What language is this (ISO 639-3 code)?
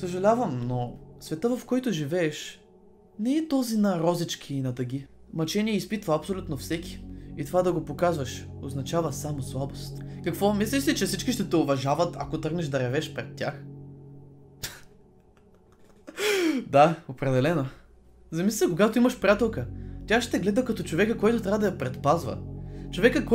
bul